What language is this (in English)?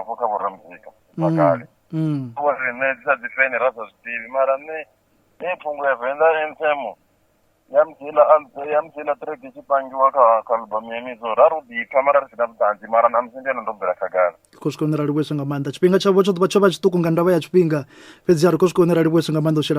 Venda